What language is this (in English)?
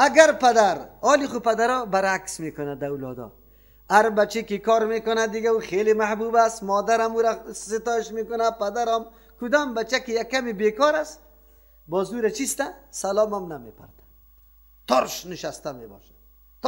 Persian